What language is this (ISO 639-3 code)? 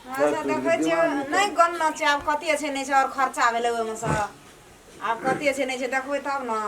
mai